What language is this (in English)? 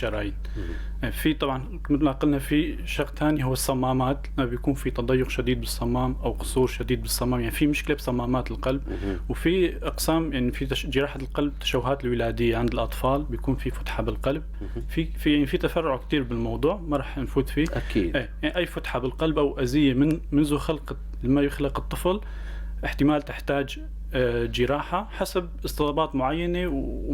North Levantine Arabic